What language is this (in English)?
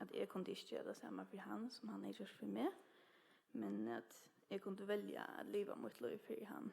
Faroese